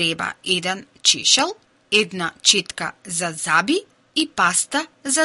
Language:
Macedonian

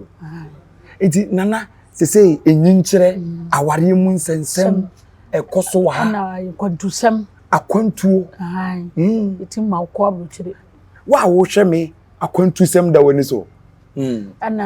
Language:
Akan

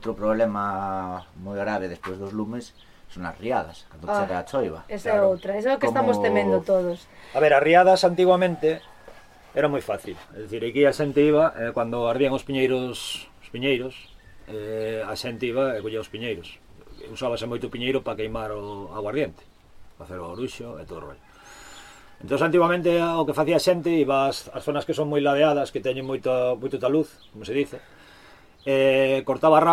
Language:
Galician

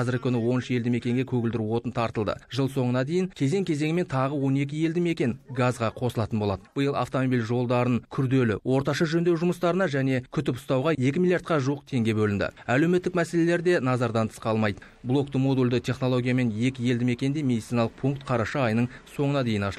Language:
Kazakh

